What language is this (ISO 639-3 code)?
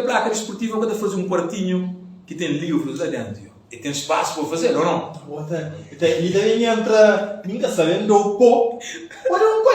kea